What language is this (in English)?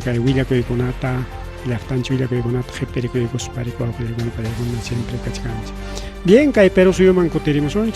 Ayacucho Quechua